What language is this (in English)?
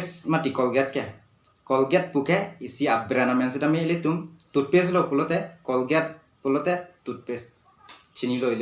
Karbi